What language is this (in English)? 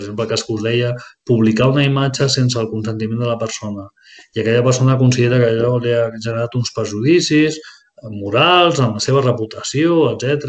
Catalan